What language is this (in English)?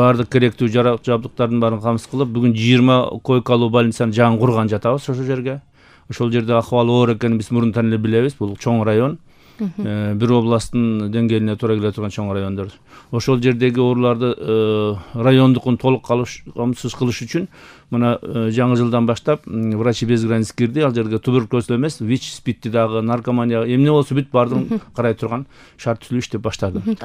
Kyrgyz